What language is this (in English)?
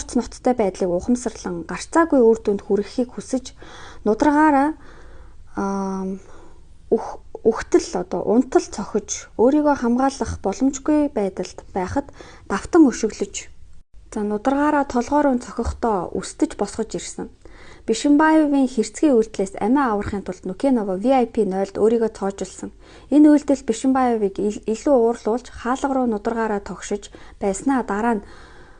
Mongolian